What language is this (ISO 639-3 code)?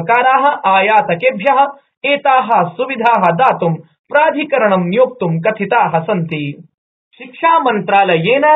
san